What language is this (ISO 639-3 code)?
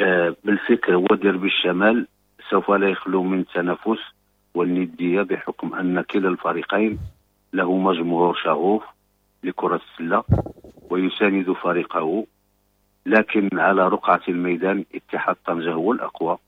ary